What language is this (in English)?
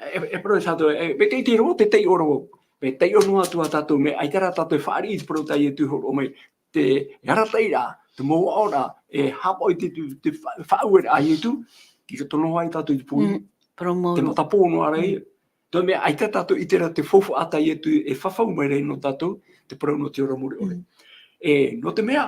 Tahitian